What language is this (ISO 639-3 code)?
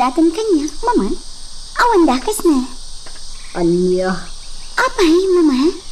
ilo